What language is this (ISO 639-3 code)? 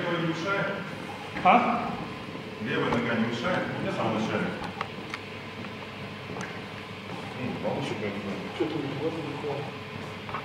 rus